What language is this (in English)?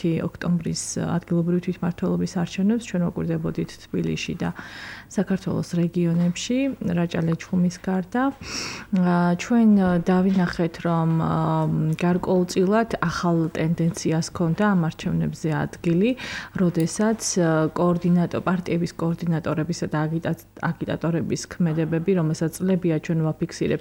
Georgian